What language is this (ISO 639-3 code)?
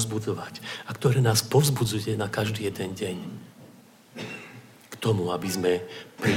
slk